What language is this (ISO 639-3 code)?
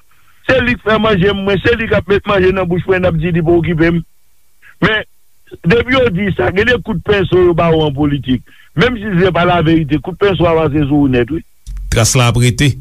hat